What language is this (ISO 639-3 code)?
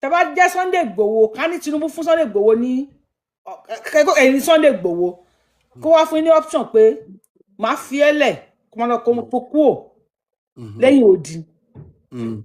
yor